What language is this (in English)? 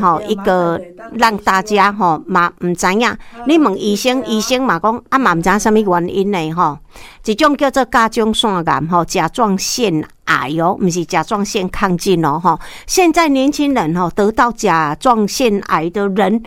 Min Nan Chinese